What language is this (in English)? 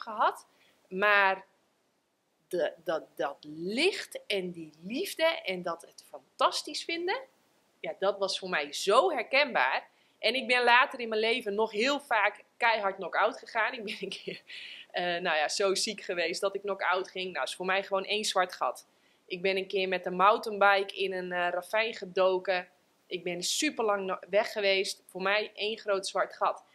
Dutch